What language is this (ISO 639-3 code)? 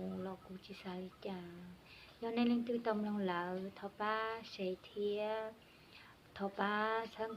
hmn